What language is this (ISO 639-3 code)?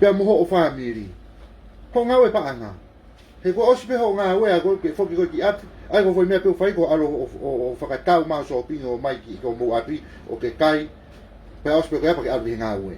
ton